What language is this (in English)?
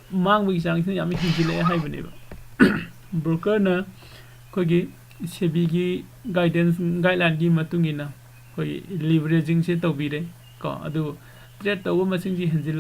Manipuri